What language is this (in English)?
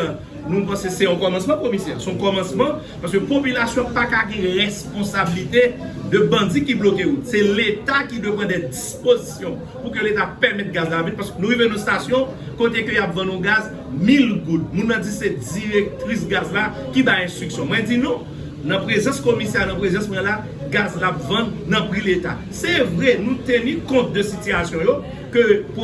Haitian Creole